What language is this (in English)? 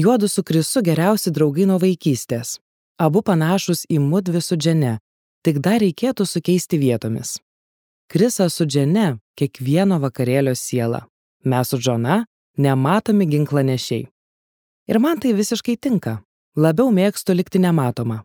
Lithuanian